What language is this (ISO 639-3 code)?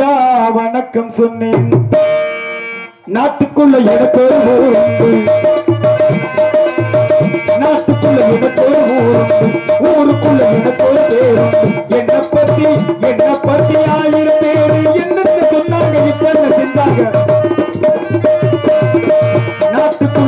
tam